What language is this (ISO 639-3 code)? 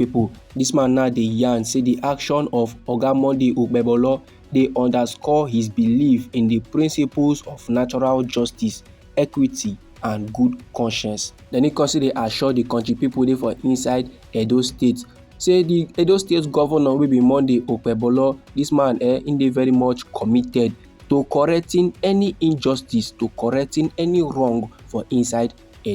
pcm